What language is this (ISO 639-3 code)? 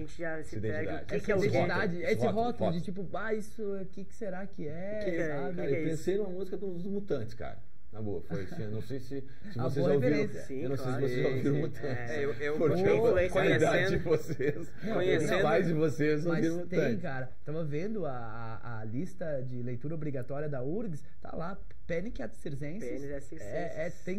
por